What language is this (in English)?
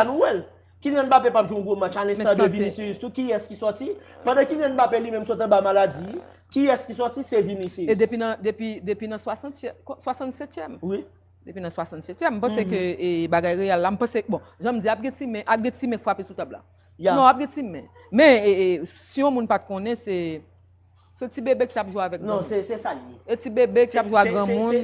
Haitian Creole